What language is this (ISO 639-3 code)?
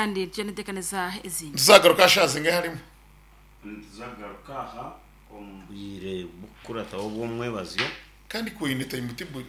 nyn